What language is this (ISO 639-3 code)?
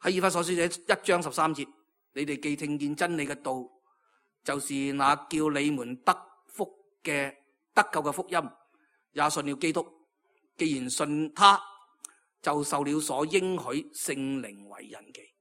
yue